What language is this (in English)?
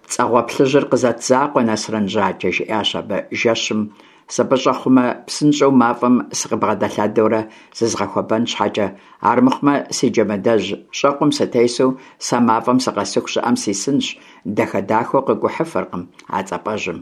Kabardian